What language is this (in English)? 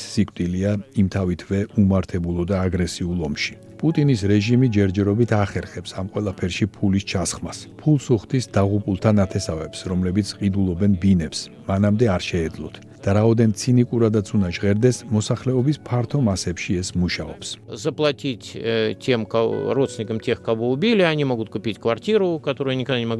Georgian